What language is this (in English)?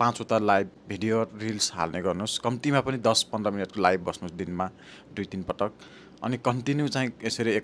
Nepali